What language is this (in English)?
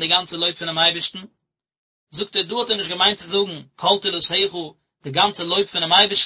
Yiddish